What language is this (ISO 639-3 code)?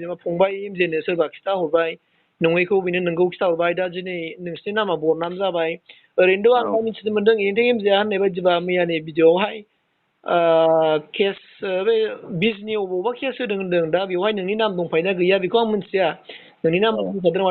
brx